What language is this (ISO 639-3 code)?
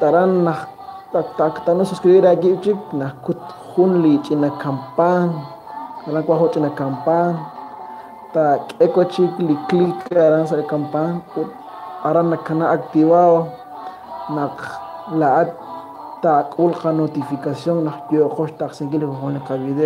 kek